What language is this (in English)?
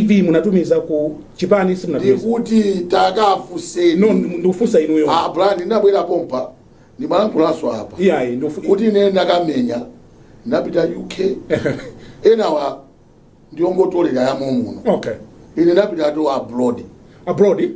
Nyanja